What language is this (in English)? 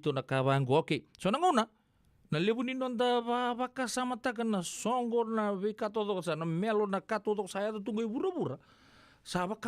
Fijian